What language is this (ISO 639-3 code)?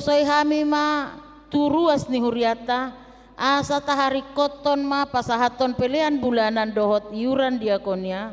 bbc